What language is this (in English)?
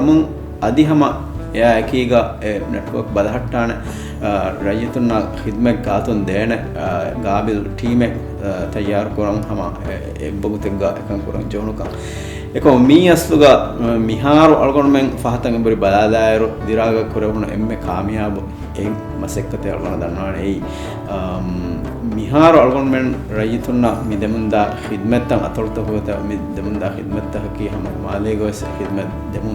Divehi